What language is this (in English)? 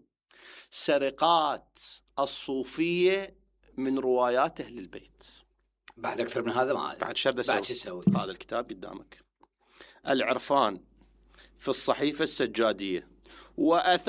Mesopotamian Arabic